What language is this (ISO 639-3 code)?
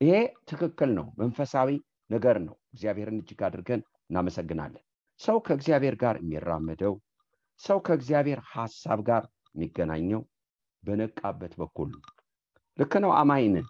amh